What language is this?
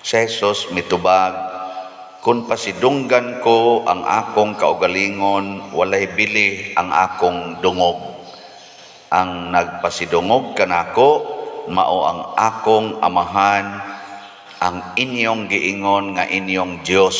Cebuano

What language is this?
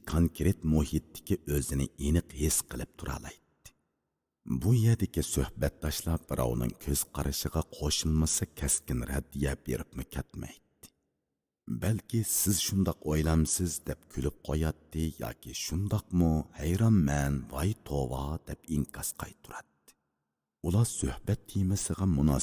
Uyghur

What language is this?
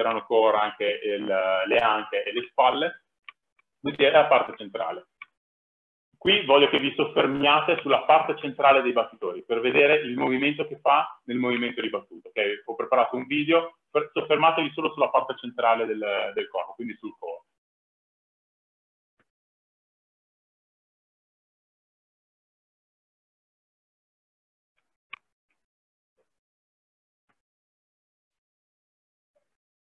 Italian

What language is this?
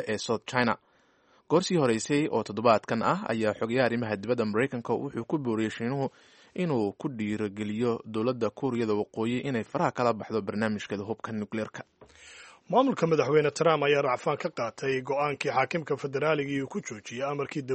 Somali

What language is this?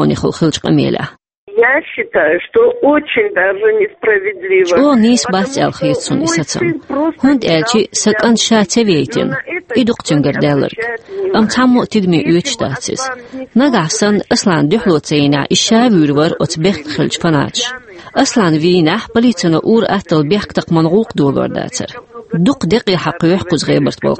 Chechen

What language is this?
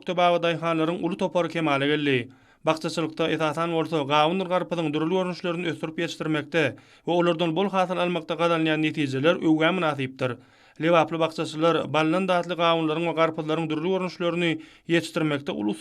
Turkmen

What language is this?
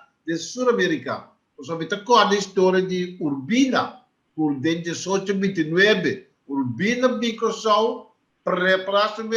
Papiamento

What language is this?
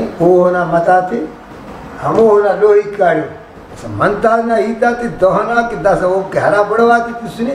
Brahui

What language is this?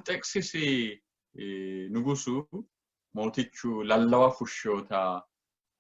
Sidamo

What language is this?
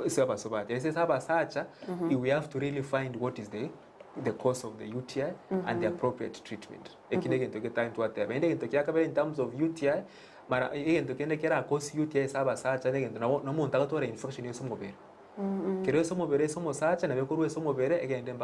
Gusii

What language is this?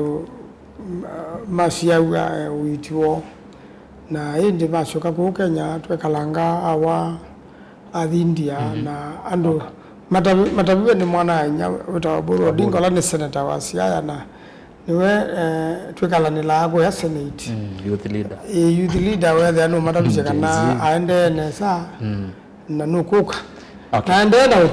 Kamba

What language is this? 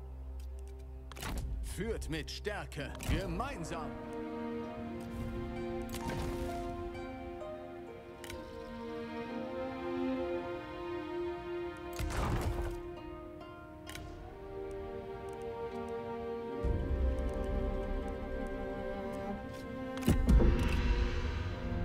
German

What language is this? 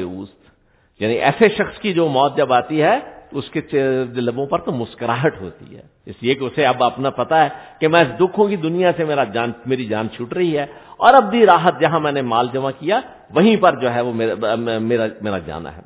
Urdu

